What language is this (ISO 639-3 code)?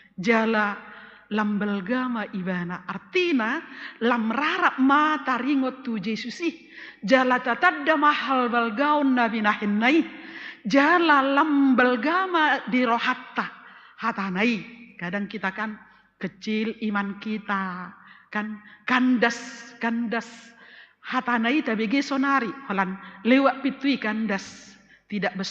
bbc